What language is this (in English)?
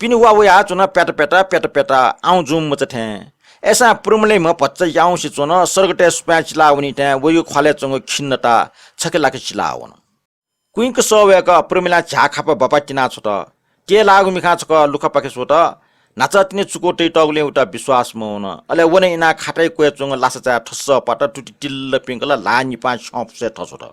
Newari